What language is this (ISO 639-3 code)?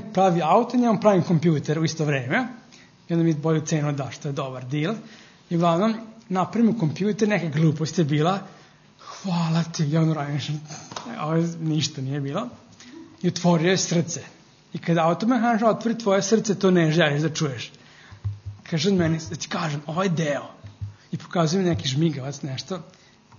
srp